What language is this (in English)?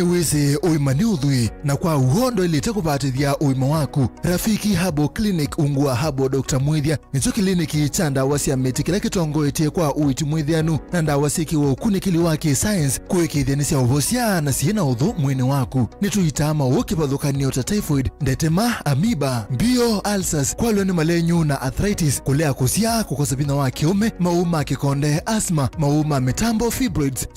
Kamba